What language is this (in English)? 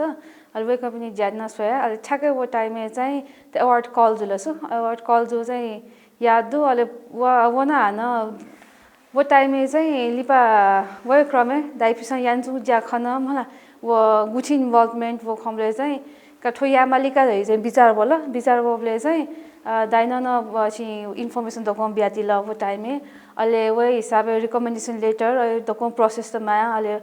Newari